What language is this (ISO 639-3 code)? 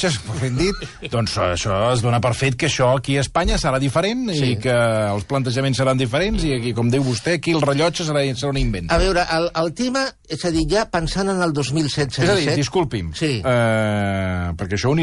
cat